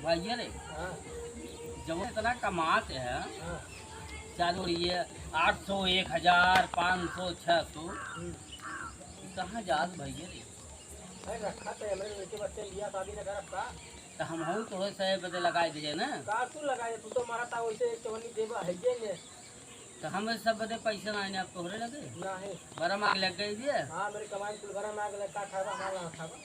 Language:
Awadhi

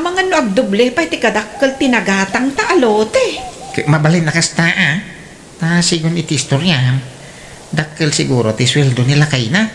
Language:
Iloko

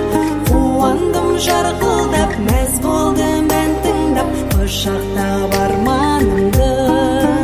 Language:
Kazakh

